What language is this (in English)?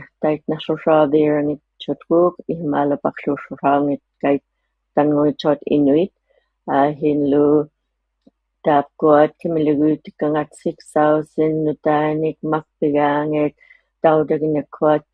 Inuktitut